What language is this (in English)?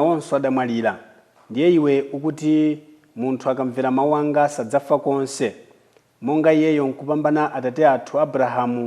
Nyanja